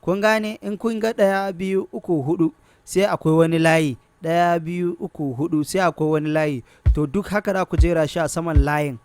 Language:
Hausa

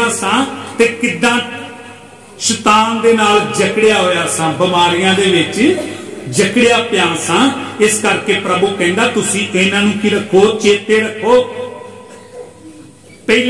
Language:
Punjabi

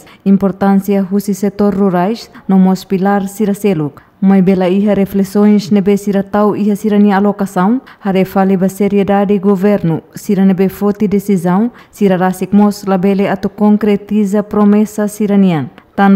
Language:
Tetum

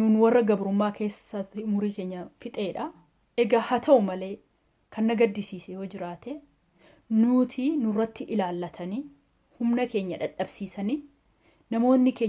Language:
Oromo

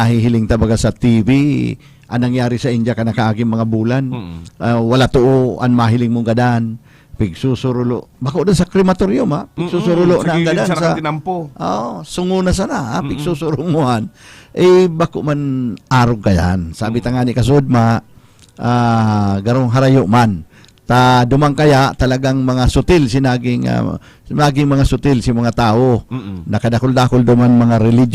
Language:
Bikol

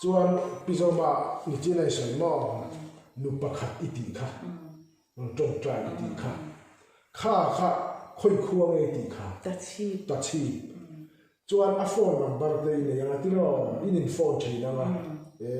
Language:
Mizo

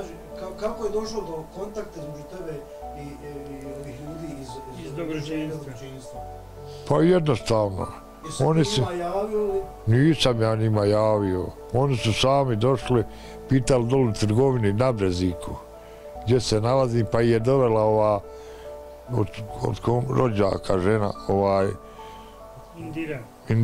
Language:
Bosnian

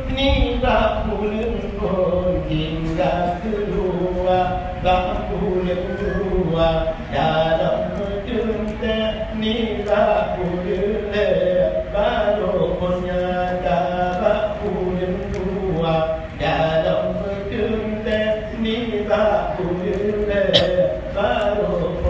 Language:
Achinese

